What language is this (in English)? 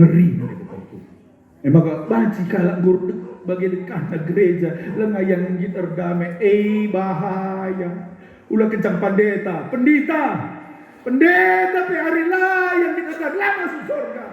Batak Karo